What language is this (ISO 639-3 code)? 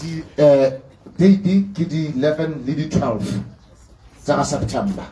tsn